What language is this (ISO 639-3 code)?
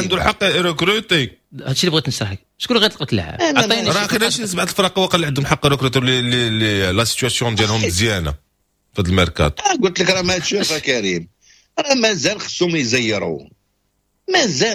ary